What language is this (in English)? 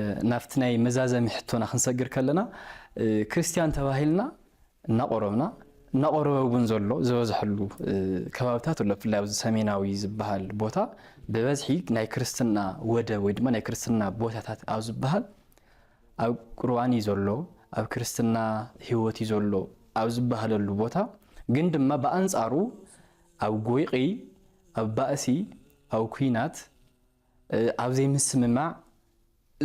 Tigrinya